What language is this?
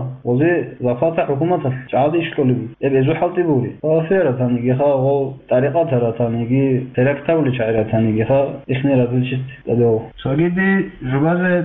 Avaric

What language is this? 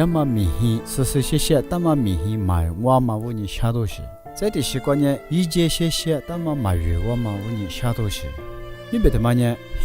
Lisu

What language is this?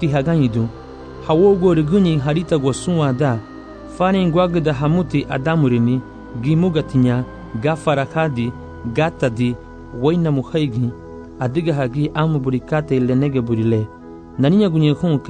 Garifuna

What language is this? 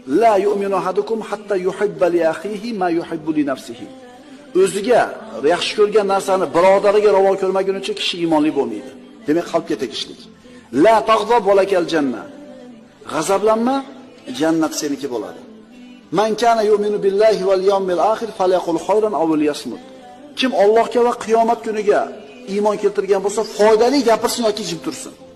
Uzbek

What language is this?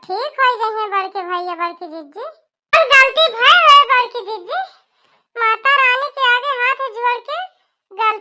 Awadhi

